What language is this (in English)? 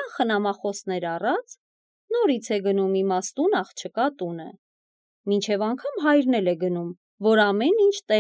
Armenian